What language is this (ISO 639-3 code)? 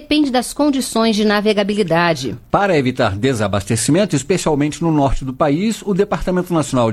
por